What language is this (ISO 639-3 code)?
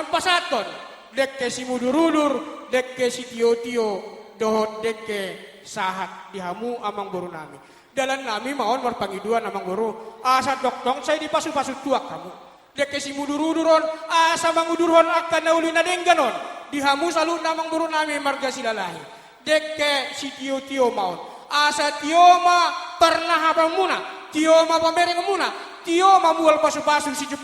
bbc